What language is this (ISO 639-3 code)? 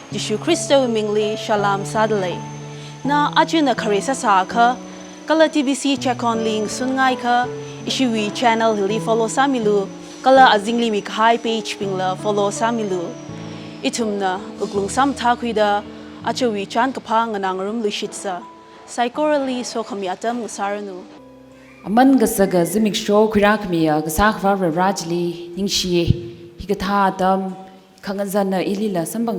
nmf